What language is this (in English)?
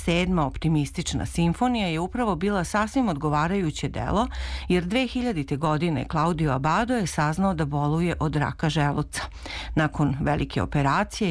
Serbian